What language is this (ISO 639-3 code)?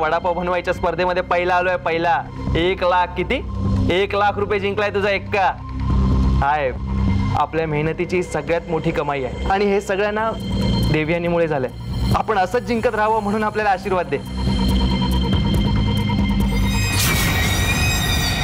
mar